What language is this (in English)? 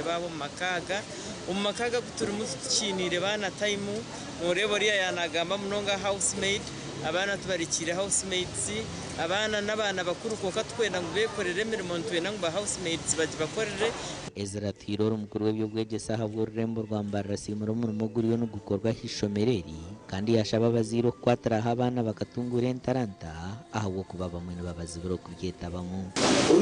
Nyankole